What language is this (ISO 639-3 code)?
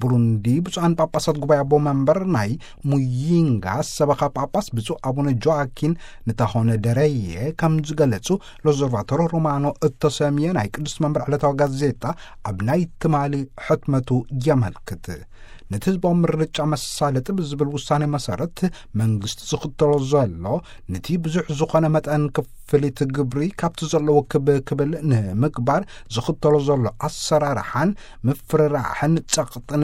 tir